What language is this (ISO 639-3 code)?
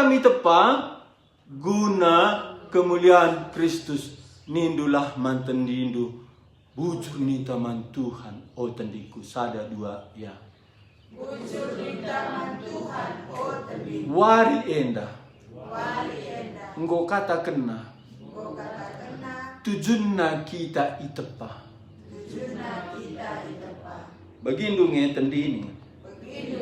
btx